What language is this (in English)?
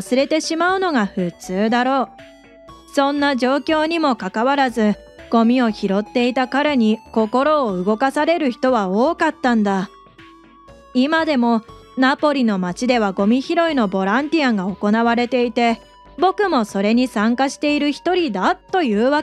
Japanese